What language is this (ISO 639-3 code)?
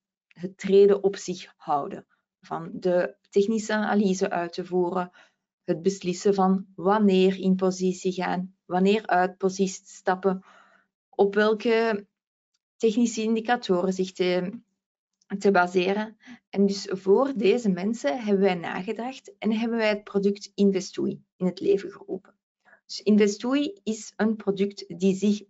nld